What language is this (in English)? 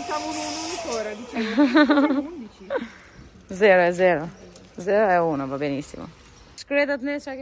Italian